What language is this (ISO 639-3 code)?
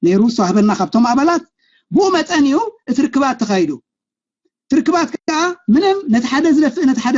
tir